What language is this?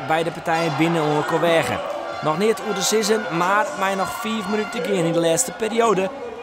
Western Frisian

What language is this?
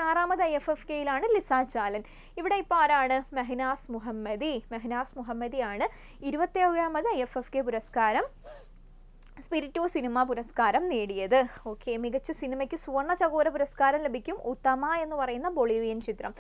Malayalam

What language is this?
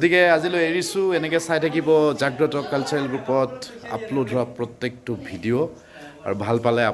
Assamese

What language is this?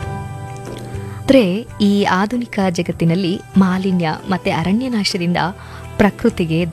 Kannada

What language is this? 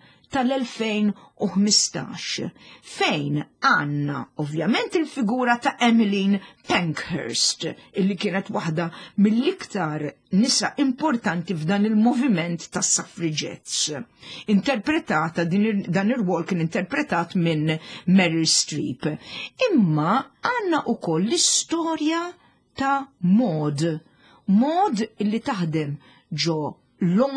Maltese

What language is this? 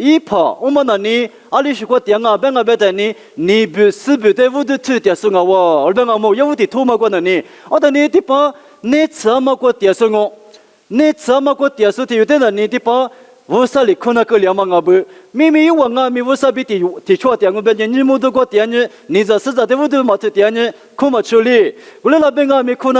Lisu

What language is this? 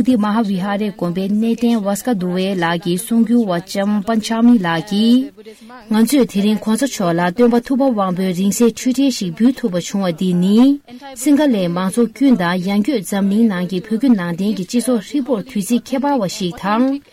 Tibetan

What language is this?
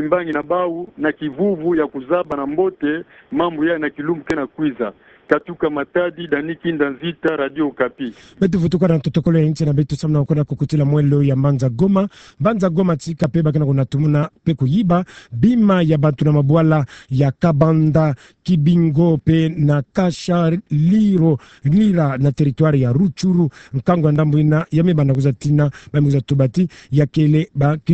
Kituba (Democratic Republic of Congo)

